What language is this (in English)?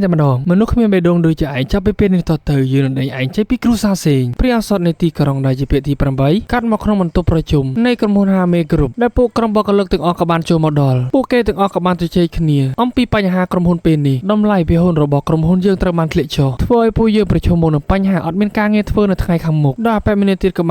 Khmer